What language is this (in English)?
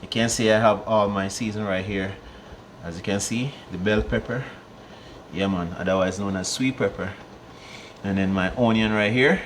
Jamaican Creole English